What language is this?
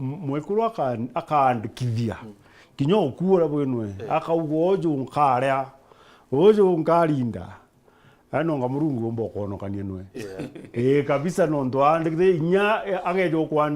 Meru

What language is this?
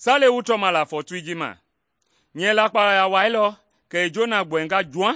Mende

